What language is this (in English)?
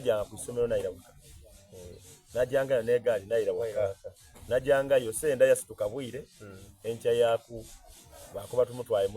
Soga